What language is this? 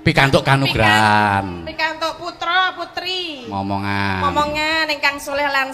Javanese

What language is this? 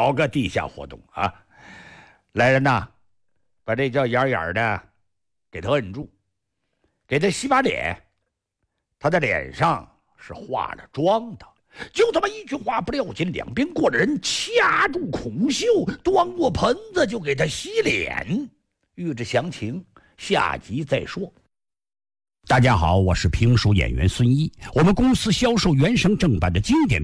Chinese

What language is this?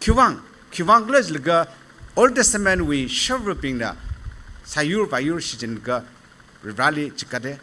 Tangkhul Naga (India)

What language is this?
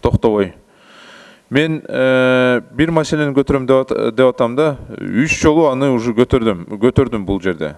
Kyrgyz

